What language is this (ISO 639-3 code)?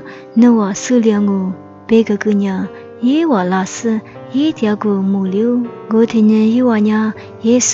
lis